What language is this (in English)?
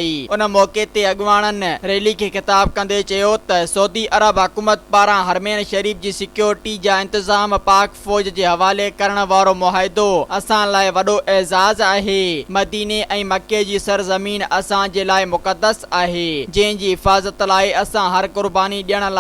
Sindhi